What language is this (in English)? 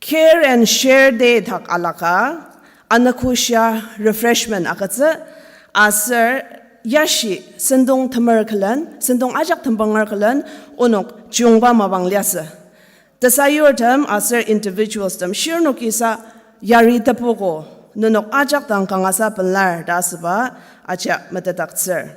Ao Naga